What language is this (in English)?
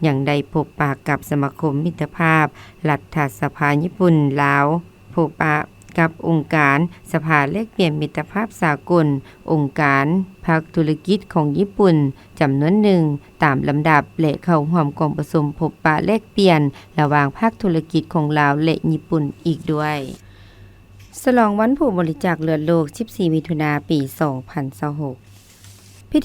Lao